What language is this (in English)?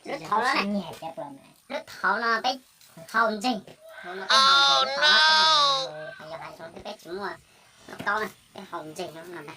Hmong